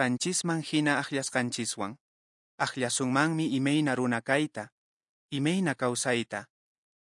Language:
Quechua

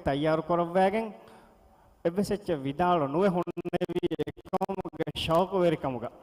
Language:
Divehi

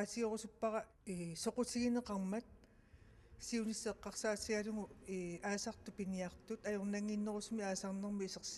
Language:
Kalaallisut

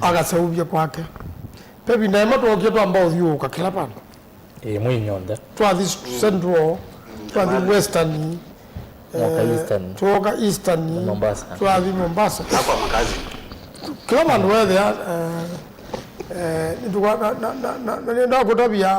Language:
Kamba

